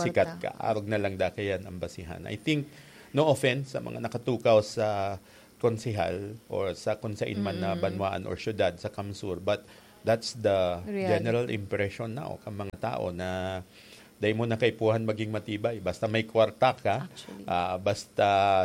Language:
Bikol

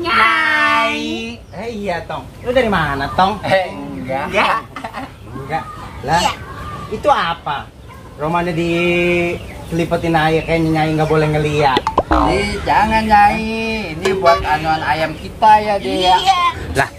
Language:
Betawi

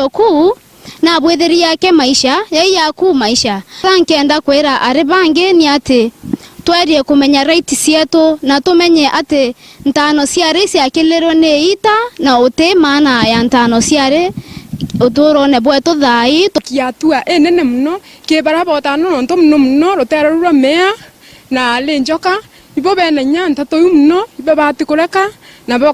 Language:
Meru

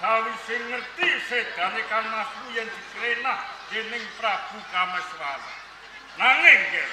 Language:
Javanese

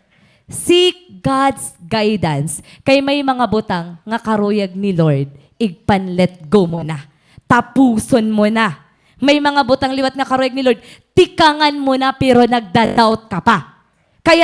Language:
Waray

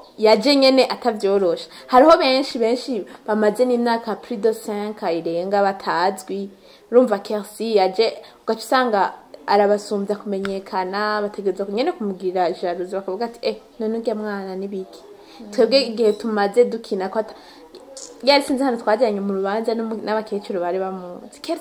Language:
Rundi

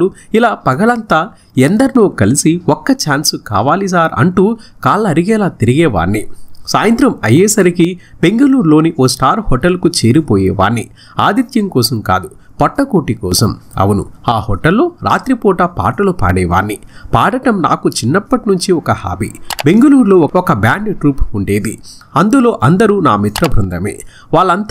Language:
Telugu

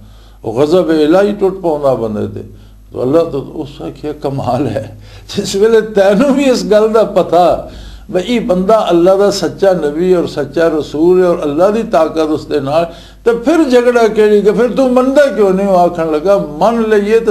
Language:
Western Panjabi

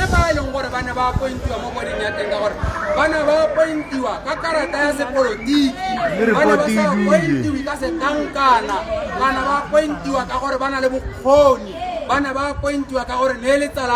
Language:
Tswana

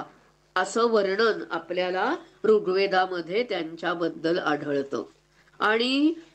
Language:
Marathi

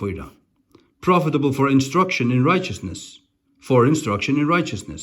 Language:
Faroese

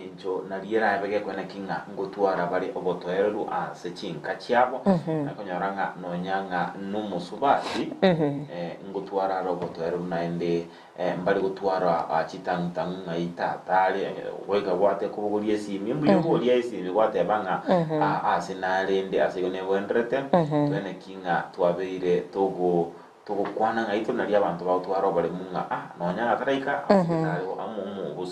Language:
Gusii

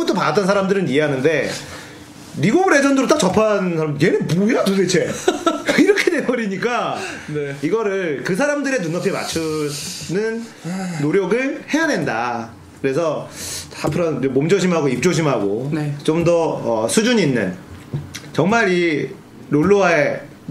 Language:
Korean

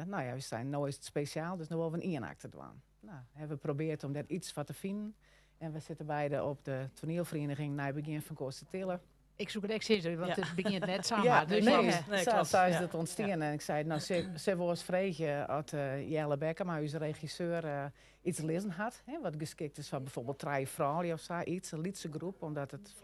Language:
Western Frisian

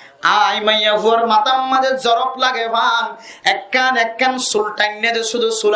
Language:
Rohingya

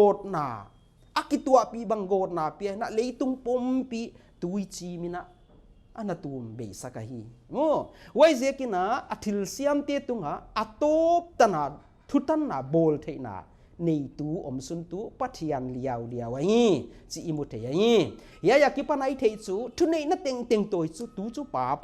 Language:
Paite Chin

